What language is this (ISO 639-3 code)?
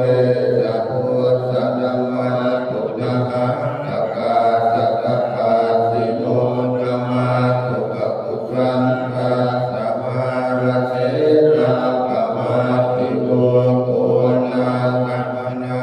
pli